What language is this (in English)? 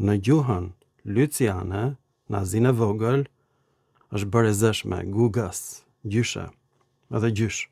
Albanian